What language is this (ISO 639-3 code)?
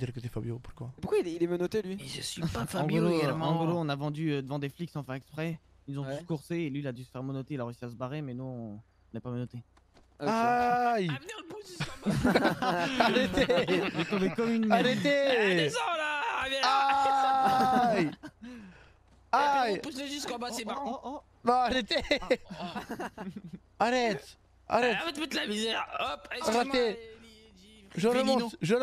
fra